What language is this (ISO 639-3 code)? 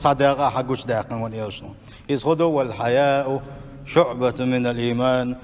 che